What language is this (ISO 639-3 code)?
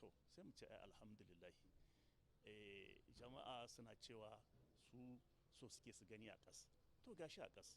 hau